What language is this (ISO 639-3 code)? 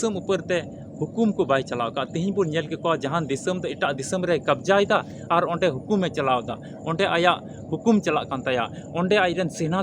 sat